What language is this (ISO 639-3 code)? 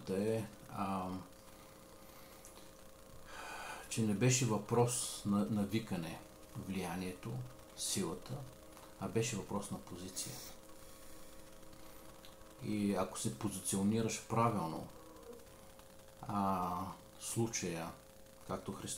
bul